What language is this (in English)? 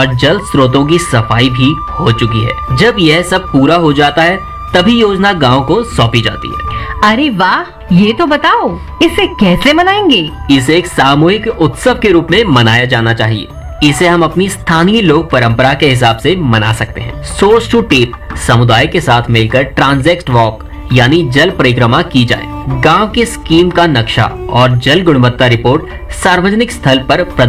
Hindi